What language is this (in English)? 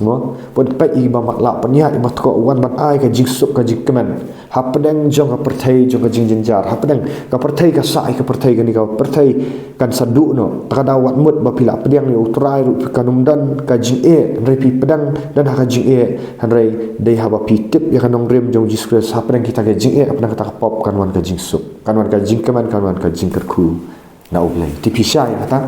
Khasi